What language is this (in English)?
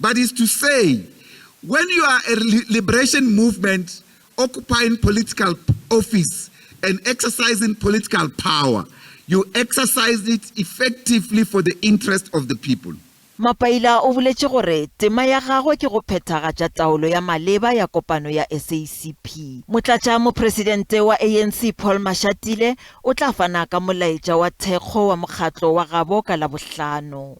Northern Sotho